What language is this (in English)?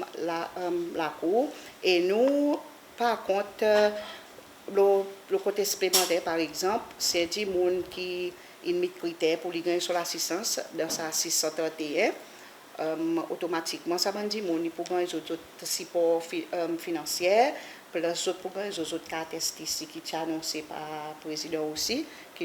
Seselwa Creole French